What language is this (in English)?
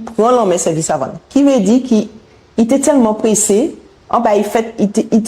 Guadeloupean Creole French